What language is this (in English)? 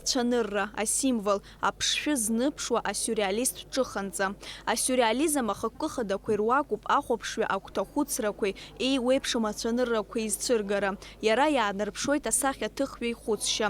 Abkhazian